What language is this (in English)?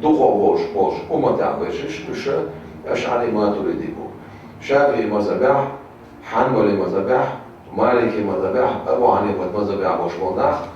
Chechen